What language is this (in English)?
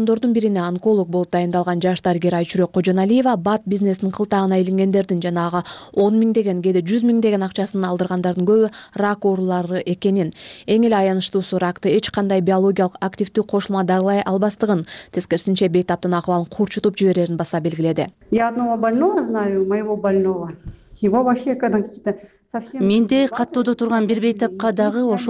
Kyrgyz